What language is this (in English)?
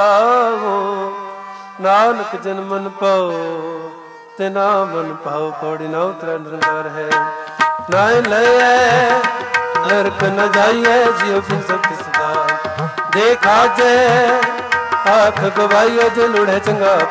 Punjabi